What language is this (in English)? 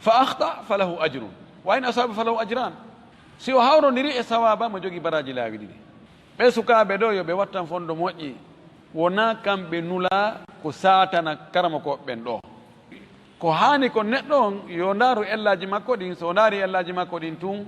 Fula